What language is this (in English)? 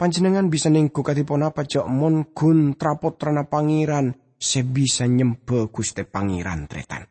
Madurese